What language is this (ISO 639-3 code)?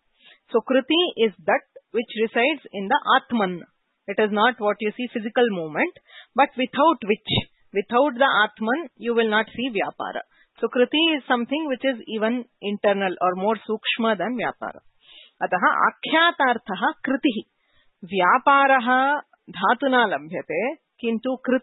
san